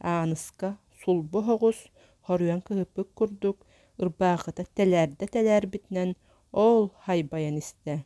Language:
Yakut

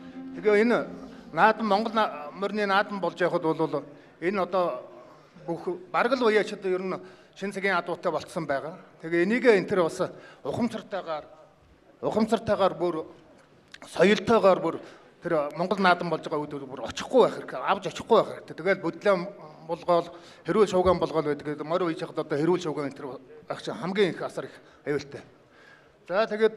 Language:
Mongolian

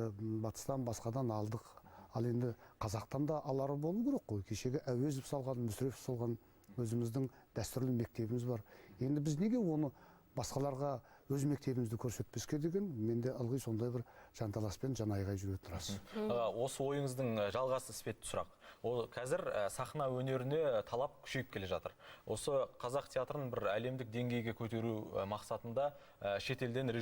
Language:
Kazakh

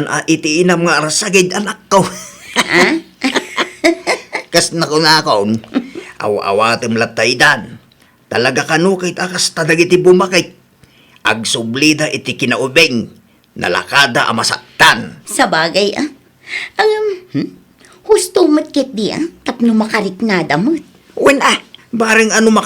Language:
Iloko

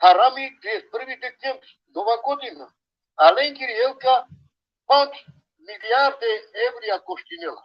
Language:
Balkan Romani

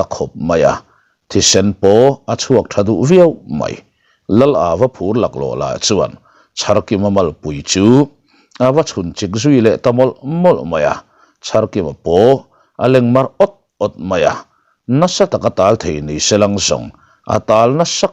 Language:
Mizo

